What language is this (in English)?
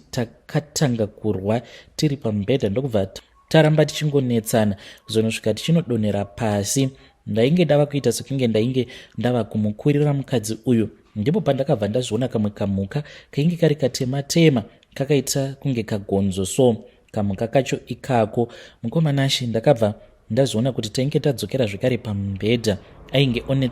Shona